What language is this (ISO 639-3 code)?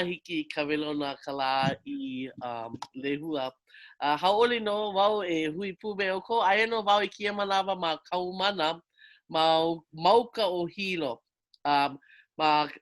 haw